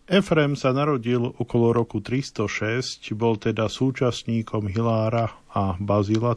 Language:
Slovak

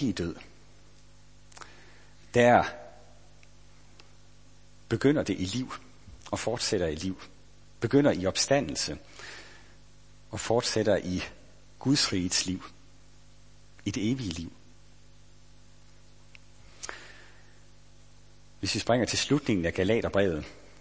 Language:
Danish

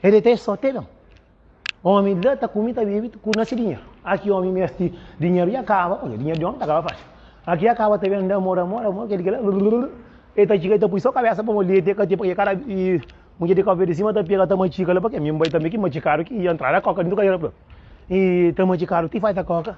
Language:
Kabuverdianu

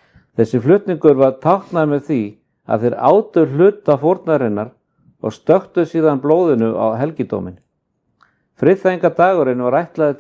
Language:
Icelandic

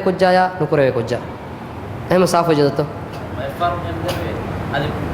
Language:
Divehi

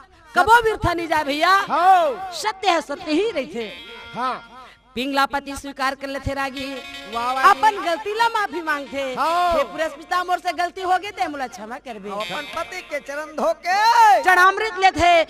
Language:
Chhattisgarhi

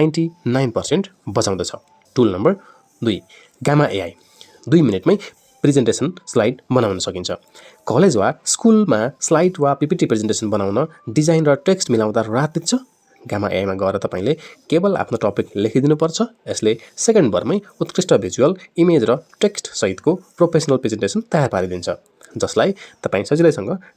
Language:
Nepali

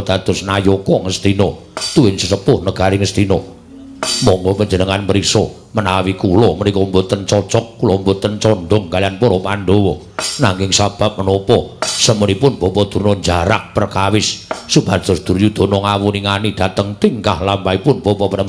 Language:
Javanese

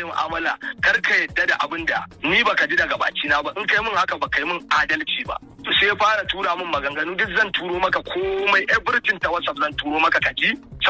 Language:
Hausa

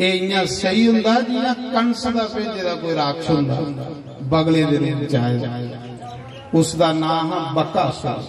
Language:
Dogri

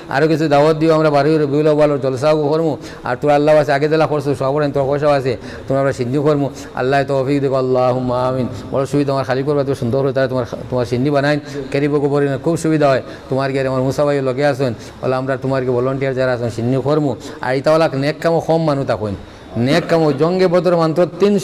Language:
Sylheti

